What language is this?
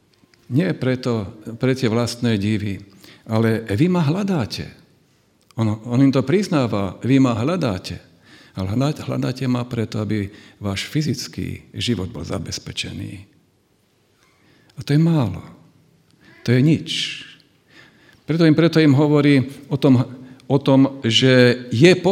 Slovak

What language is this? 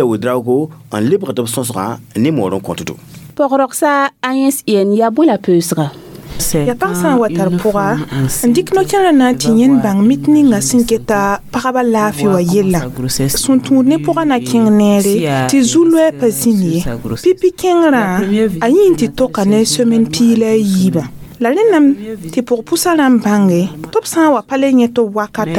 Mossi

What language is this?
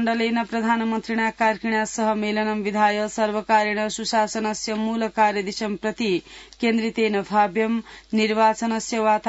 Sanskrit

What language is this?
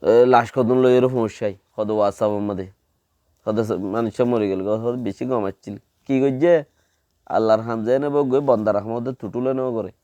Rohingya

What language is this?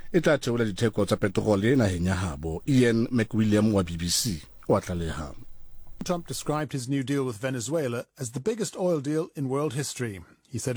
Southern Sotho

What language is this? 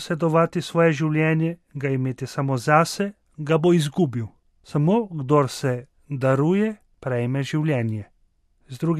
Slovenian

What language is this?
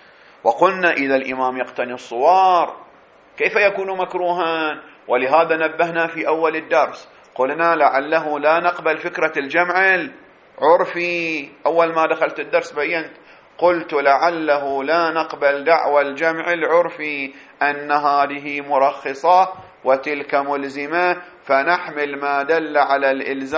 Arabic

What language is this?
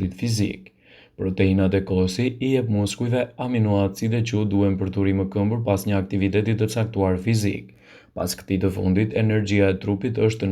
Albanian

